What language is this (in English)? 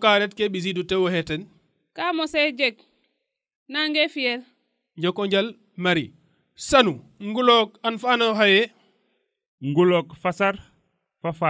Serer